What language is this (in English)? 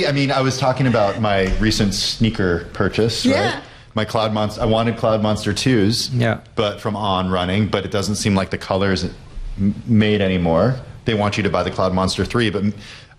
English